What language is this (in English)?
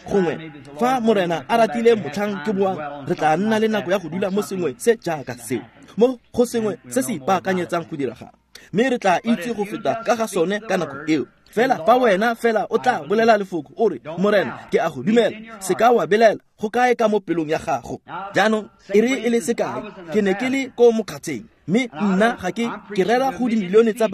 Tswana